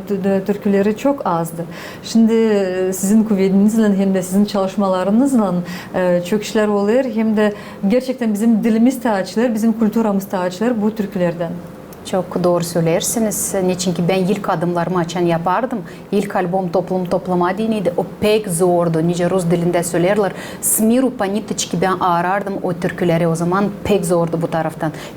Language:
Gagauz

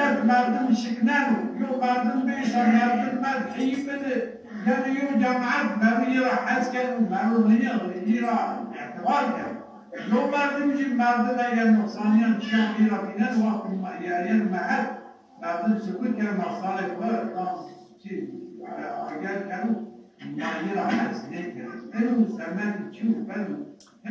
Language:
Zaza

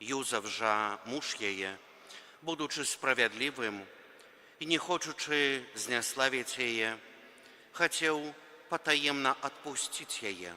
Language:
Belarusian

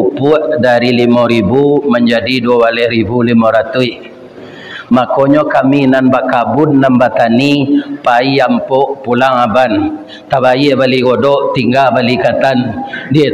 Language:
Minangkabau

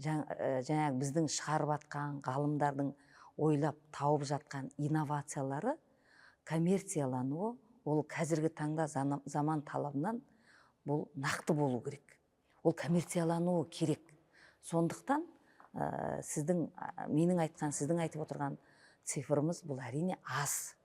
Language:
Kazakh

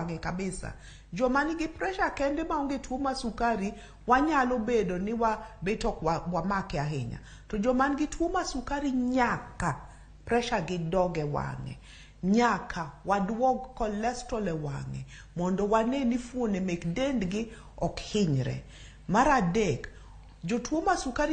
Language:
Luo (Kenya and Tanzania)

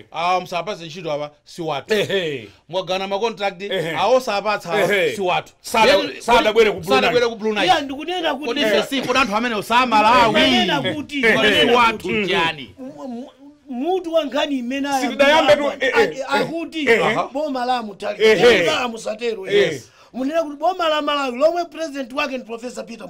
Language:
Nyanja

